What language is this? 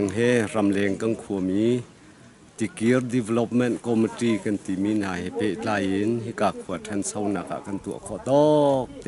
Hakha Chin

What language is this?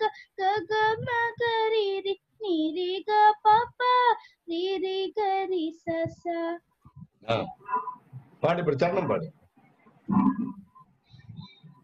Telugu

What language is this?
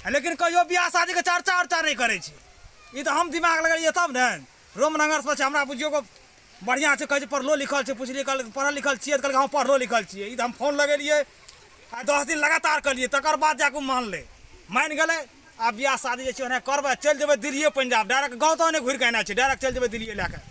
Maithili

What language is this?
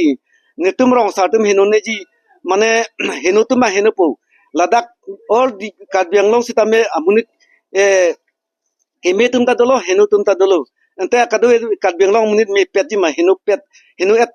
Karbi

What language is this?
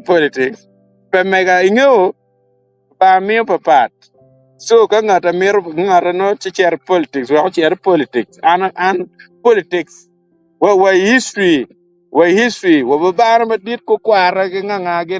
Acoli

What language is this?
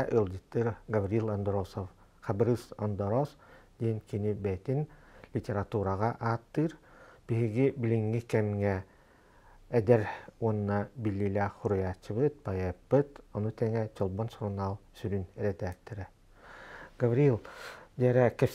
Yakut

